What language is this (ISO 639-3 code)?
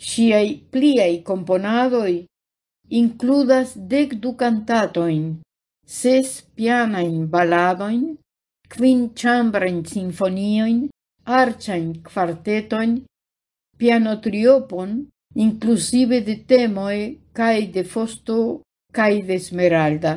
epo